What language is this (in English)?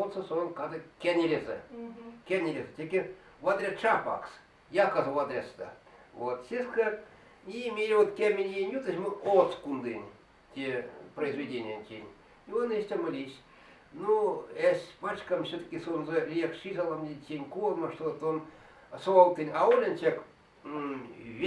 Erzya